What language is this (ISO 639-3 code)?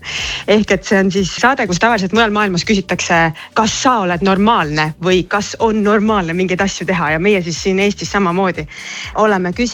est